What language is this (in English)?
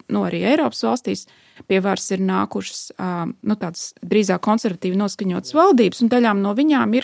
Latvian